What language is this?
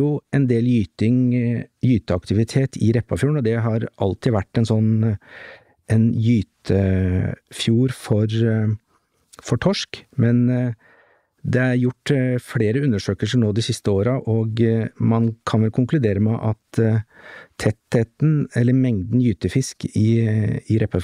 Norwegian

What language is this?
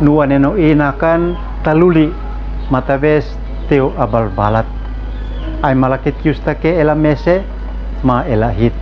Uab Meto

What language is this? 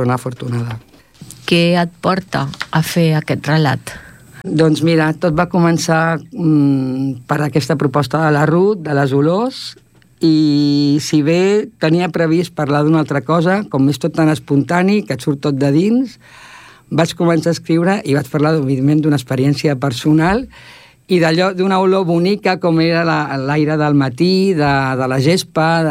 Catalan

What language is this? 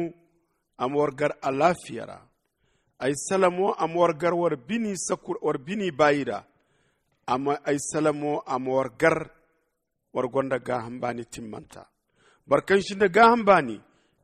Zarma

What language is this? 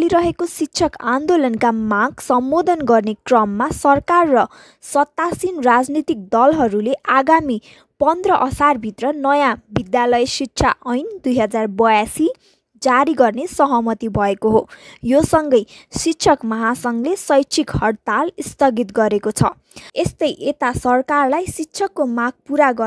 Nepali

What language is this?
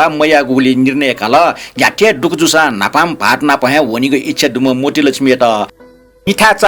Newari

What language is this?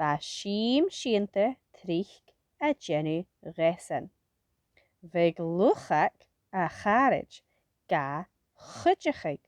Scottish Gaelic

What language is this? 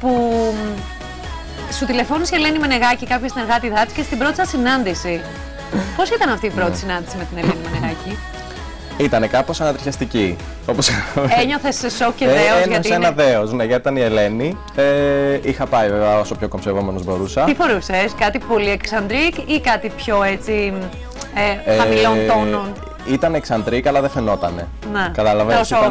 Greek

